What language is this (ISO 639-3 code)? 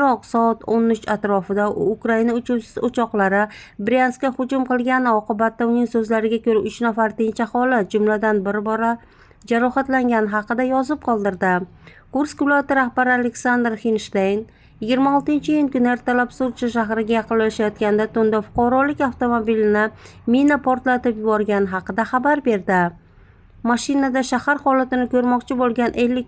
uzb